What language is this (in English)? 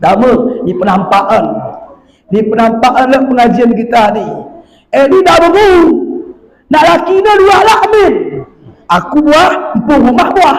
Batak Alas-Kluet